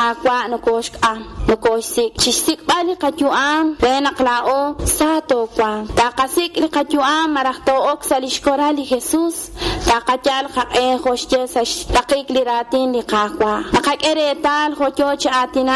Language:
Kekchí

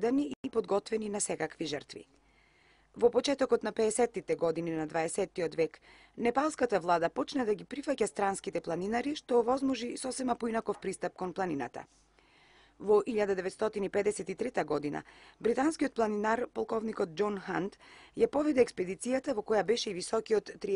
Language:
Macedonian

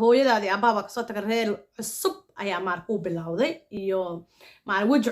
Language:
Somali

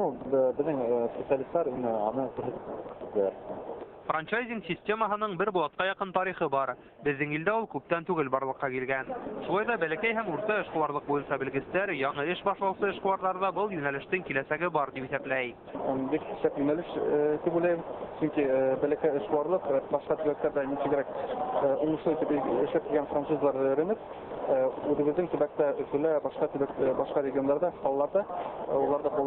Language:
Bashkir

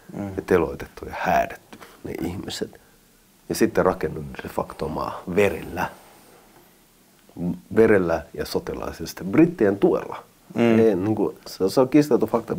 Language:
Finnish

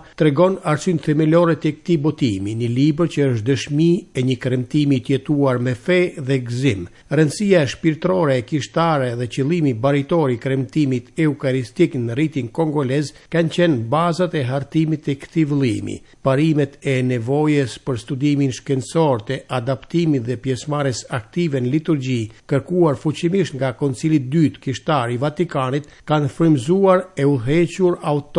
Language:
Albanian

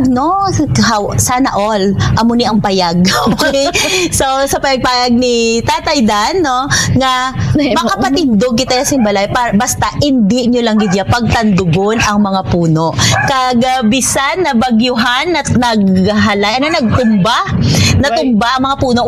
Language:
Hiligaynon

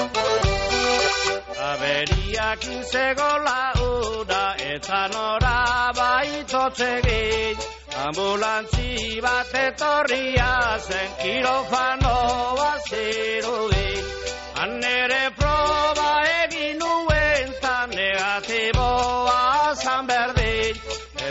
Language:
Basque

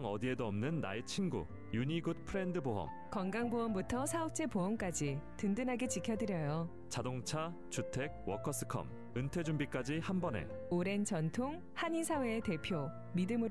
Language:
Korean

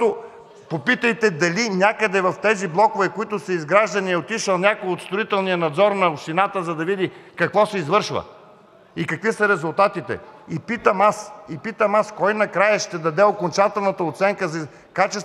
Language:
Bulgarian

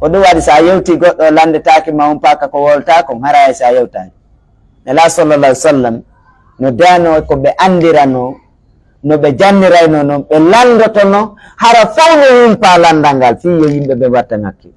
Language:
Pular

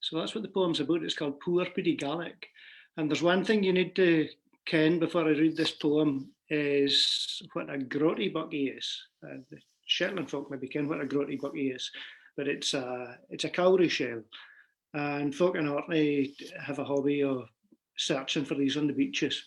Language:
Scots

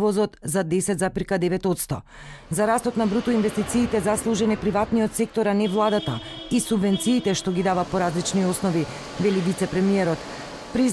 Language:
Macedonian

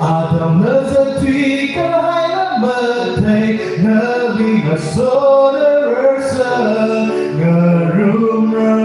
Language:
Tangkhul Naga (India)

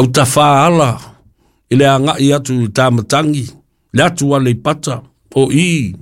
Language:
Samoan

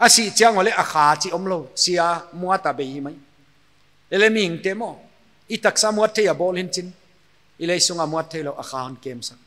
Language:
Paite Chin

